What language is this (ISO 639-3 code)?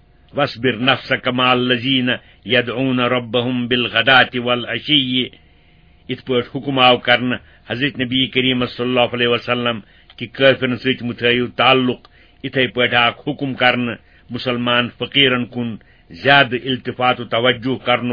kas